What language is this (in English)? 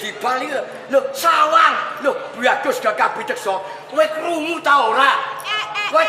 Javanese